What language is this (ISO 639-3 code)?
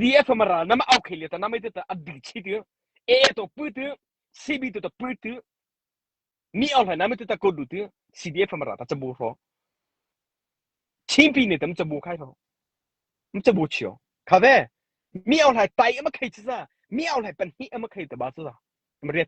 mrh